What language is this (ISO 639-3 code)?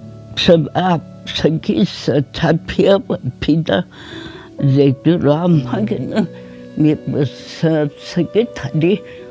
njm